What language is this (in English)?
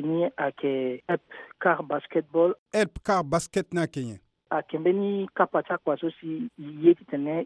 Sango